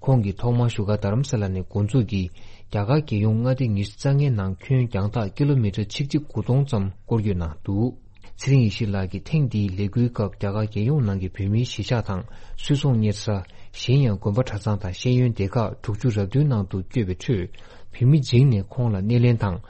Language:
Tibetan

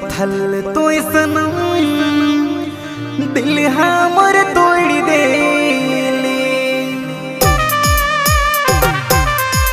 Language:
Bhojpuri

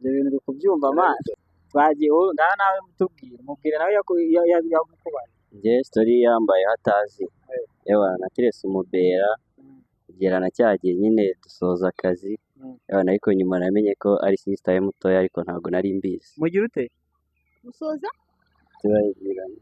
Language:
Kinyarwanda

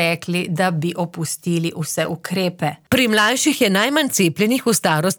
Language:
Slovenian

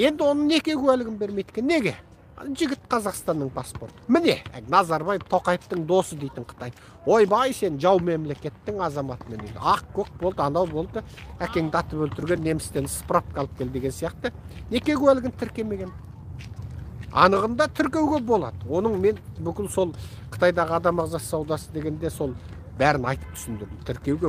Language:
Kazakh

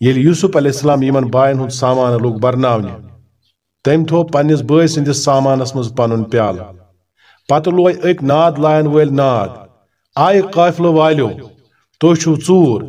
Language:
Kashmiri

